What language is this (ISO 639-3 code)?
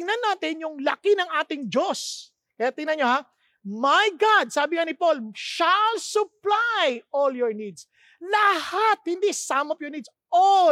fil